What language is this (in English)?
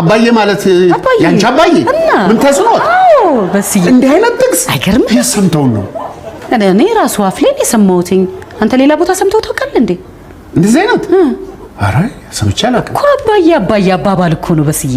Amharic